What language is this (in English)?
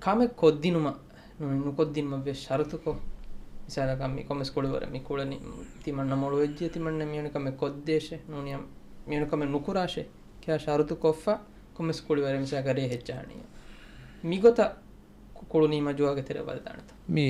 Divehi